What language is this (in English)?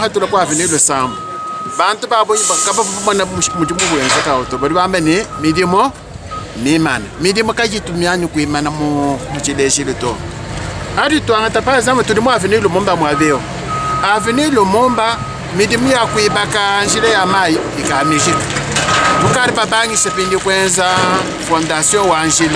Luba-Lulua